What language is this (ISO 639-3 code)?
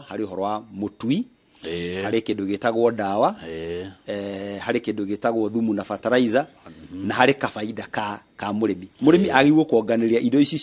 kik